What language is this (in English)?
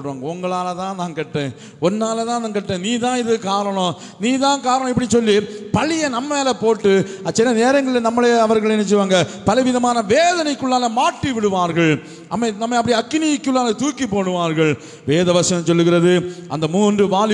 Tamil